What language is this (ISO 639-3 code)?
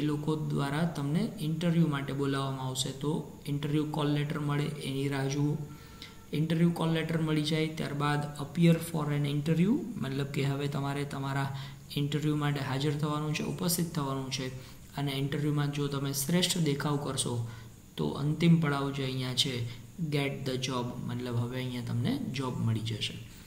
guj